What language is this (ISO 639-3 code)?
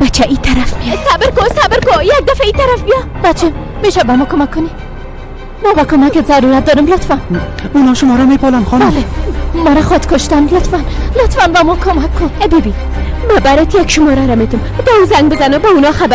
fas